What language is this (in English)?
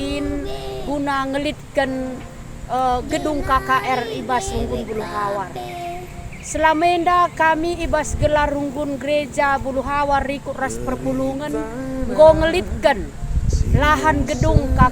Batak Karo